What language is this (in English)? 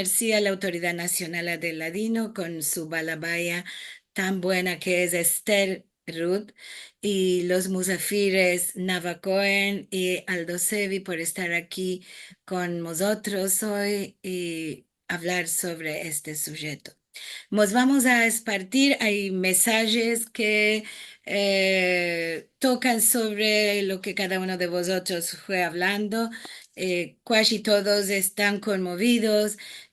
Ladino